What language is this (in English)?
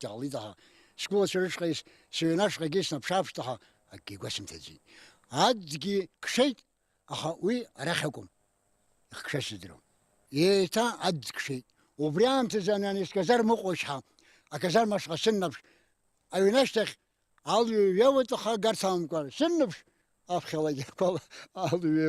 Abkhazian